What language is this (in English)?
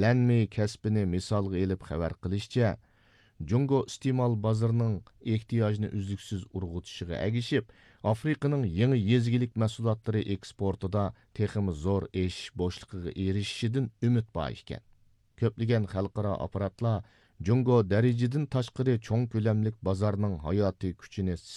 Uyghur